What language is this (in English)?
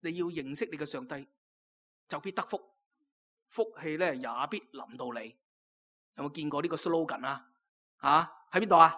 Cantonese